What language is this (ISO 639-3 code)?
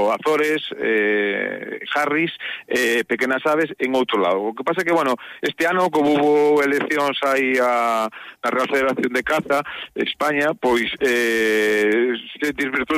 glg